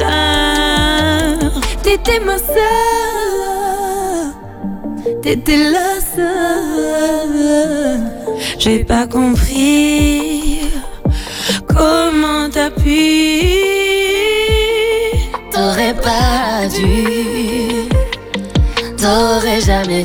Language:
French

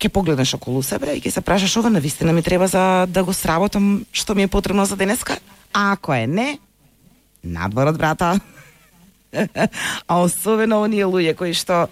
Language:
Macedonian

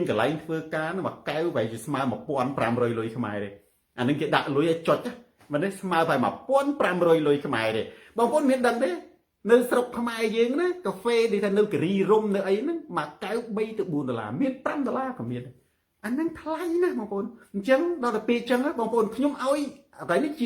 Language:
Khmer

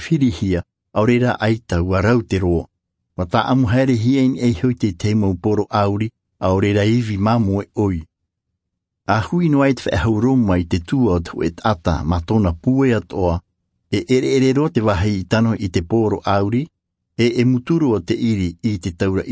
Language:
Tahitian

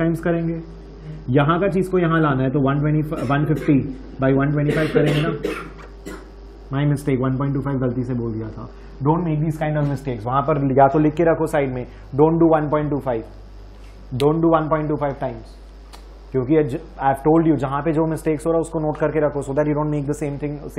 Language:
Hindi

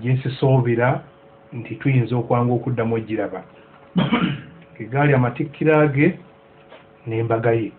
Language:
Ganda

